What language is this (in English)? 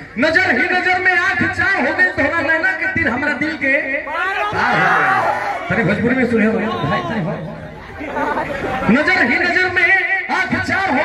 Bhojpuri